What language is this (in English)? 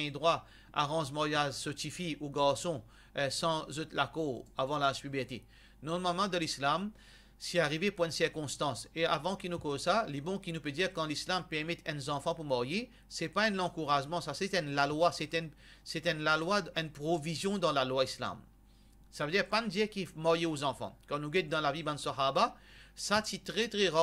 Morisyen